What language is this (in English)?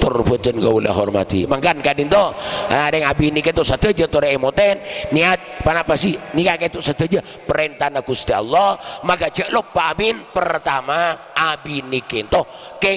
Madurese